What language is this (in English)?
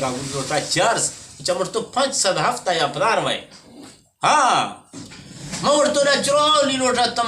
Eastern Balochi